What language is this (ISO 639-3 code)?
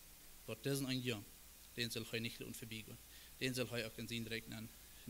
pdt